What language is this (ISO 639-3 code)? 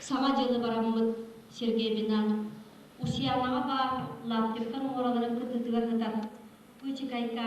sah